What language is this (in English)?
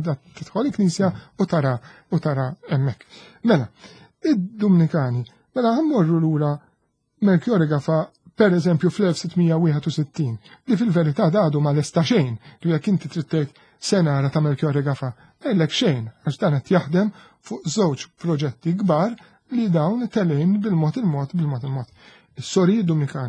Maltese